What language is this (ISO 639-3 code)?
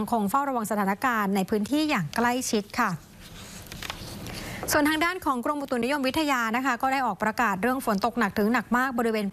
tha